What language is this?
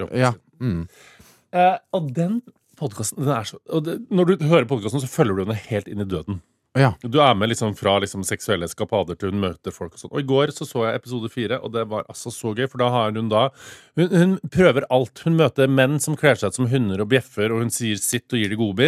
Norwegian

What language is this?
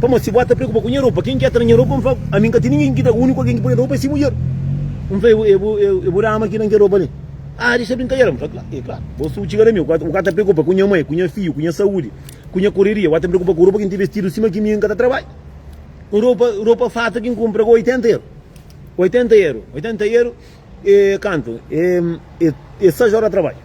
Kabuverdianu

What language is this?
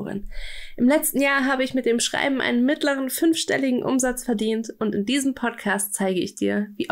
German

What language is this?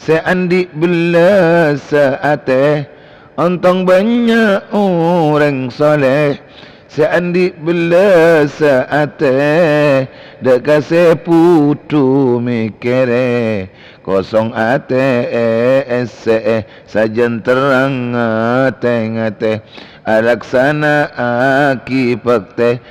Madurese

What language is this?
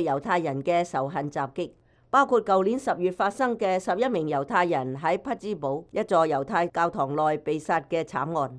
Cantonese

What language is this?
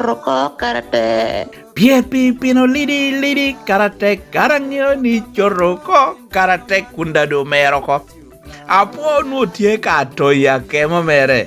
Lango (Uganda)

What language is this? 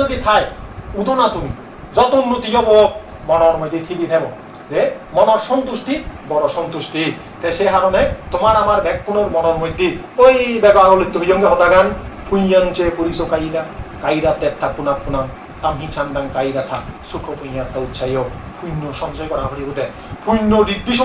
Chakma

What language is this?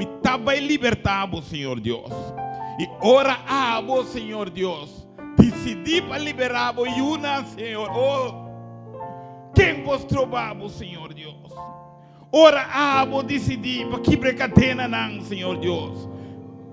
Papiamento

